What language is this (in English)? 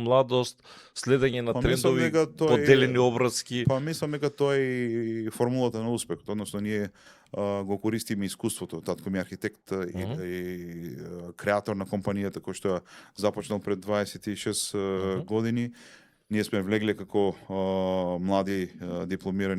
Macedonian